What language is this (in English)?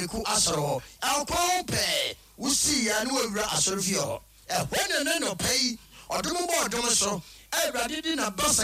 Akan